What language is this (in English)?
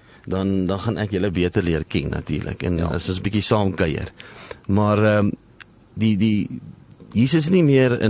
Afrikaans